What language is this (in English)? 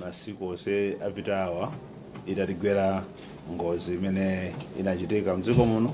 Nyanja